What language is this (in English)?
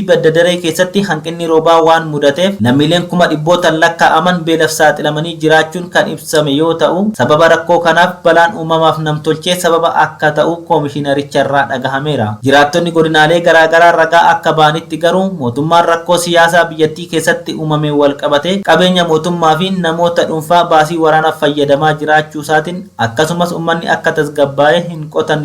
Oromo